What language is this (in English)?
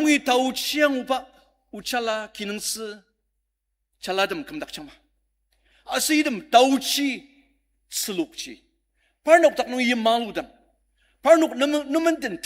Ao Naga